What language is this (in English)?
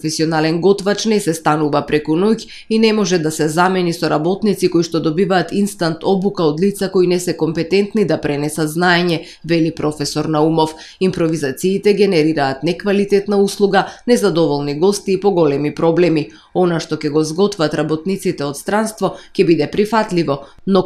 Macedonian